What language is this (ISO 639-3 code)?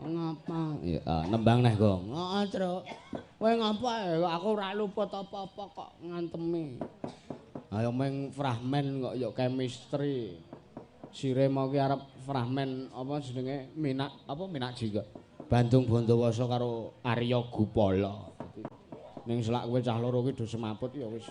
jav